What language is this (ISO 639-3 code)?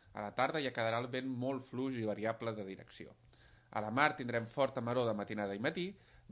cat